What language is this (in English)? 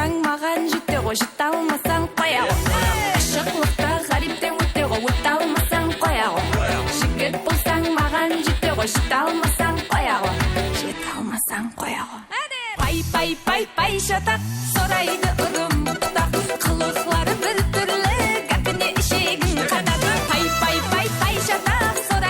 Kara-Kalpak